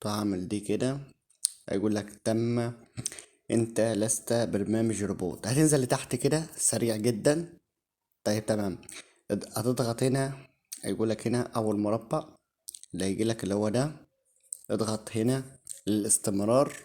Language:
Egyptian Arabic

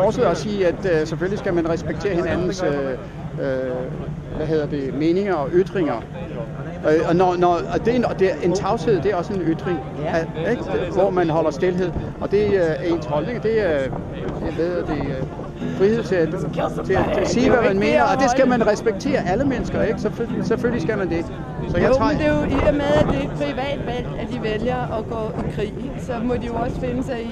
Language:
Danish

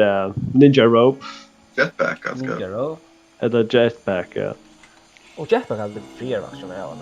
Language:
Faroese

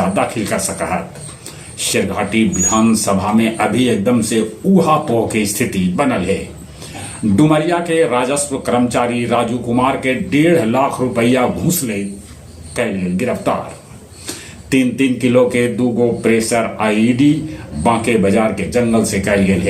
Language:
Magahi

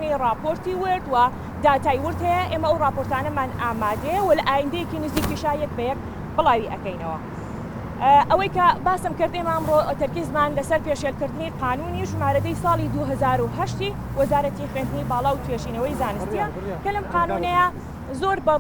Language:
Central Kurdish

